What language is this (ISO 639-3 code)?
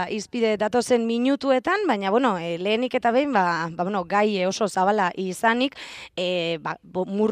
eus